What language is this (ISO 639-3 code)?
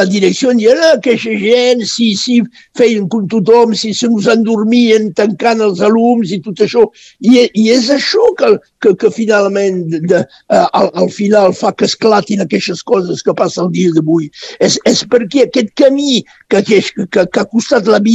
cat